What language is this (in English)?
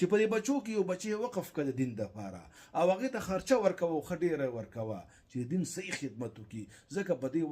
Pashto